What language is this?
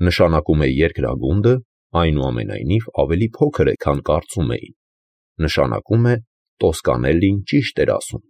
Armenian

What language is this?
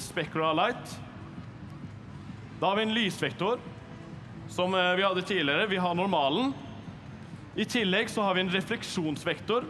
Norwegian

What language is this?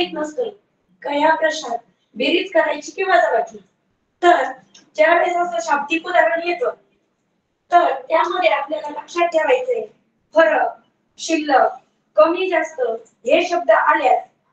Marathi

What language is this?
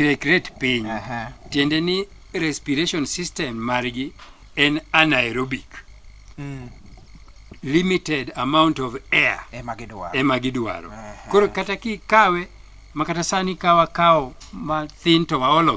Luo (Kenya and Tanzania)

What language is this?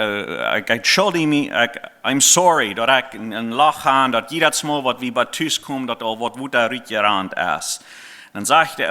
Plautdietsch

